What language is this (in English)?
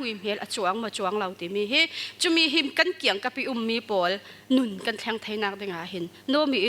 Falam Chin